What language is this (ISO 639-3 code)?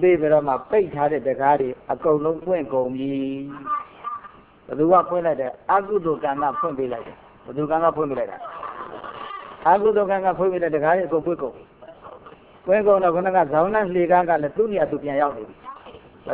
mya